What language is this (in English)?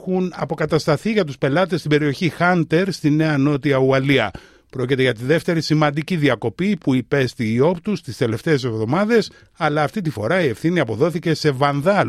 Greek